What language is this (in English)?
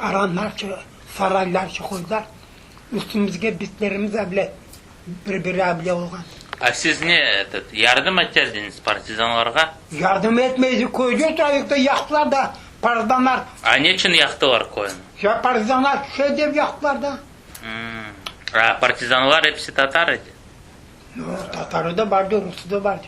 Crimean Tatar